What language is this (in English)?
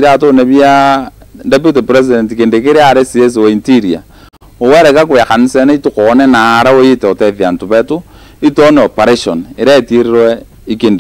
Meru